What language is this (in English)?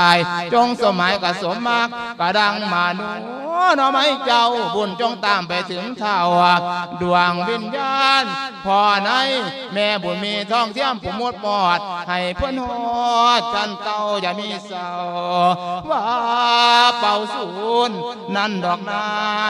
Lao